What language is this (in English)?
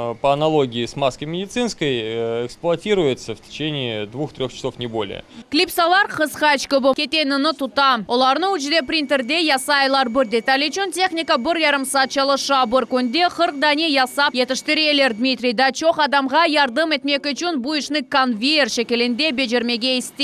Crimean Tatar